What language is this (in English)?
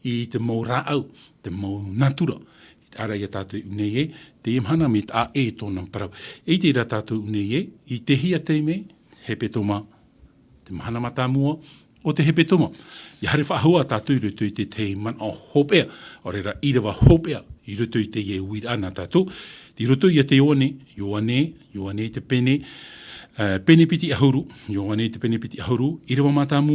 Tahitian